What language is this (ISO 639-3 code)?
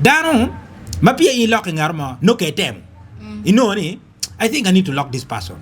ach